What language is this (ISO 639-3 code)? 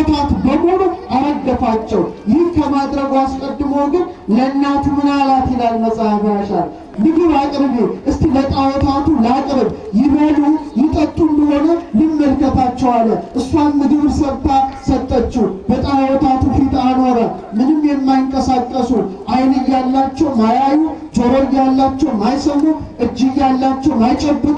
amh